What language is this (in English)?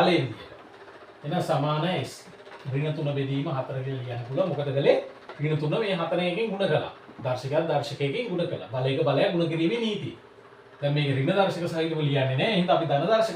Sinhala